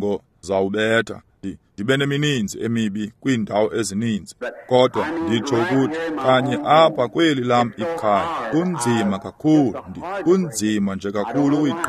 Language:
Xhosa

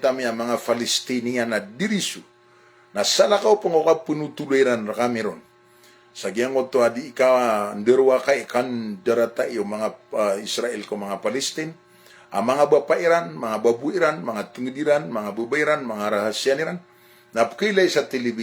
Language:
Maranao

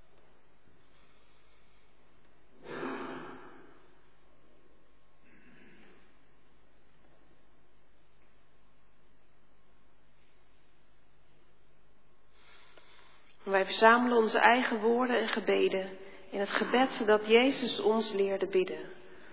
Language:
Dutch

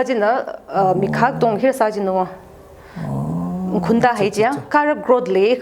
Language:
Tangkhul Naga (India)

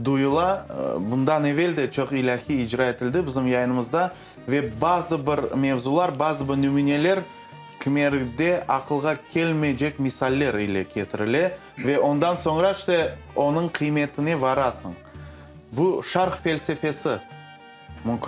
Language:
Crimean Tatar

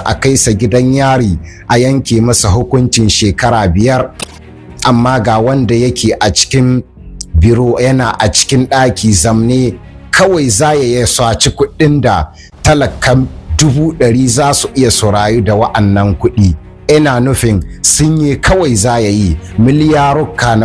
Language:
Hausa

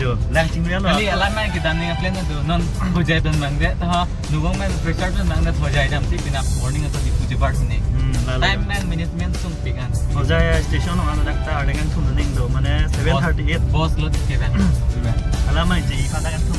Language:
Karbi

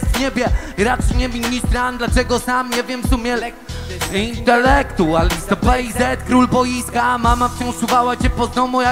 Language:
Polish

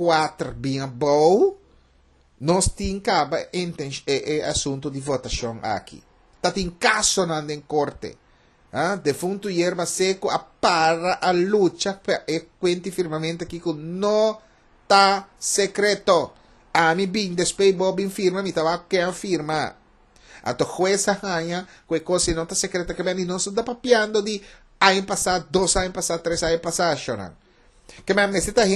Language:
Papiamento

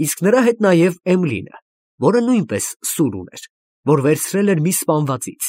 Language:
Armenian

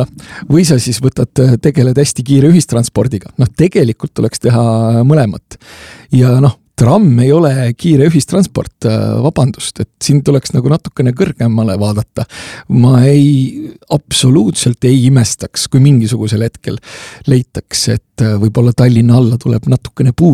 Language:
Estonian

